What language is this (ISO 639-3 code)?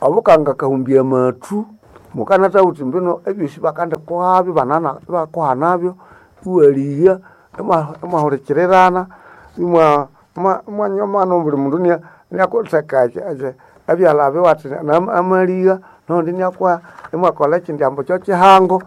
nnb